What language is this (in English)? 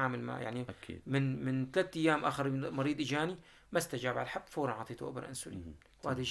North Levantine Arabic